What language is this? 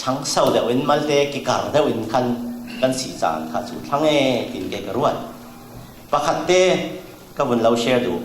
Falam Chin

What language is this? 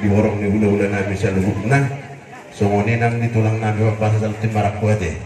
Batak Toba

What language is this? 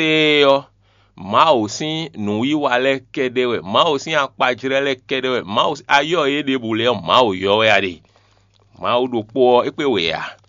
Fon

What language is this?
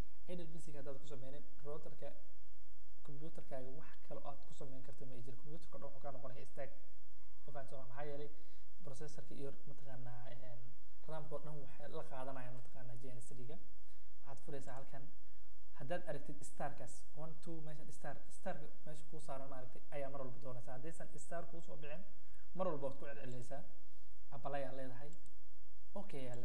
Somali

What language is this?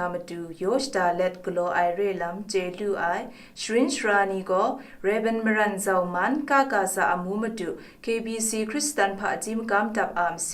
Kachin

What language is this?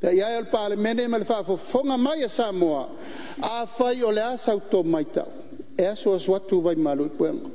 Samoan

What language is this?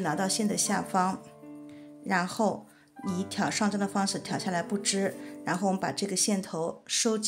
Chinese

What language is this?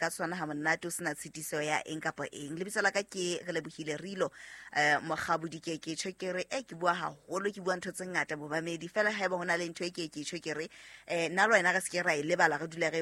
Southern Sotho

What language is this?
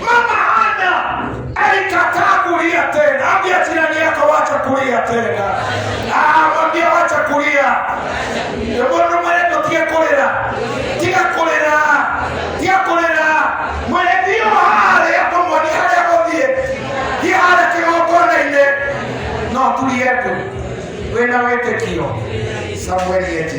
Kikuyu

